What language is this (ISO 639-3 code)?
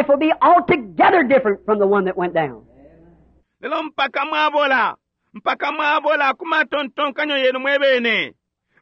bem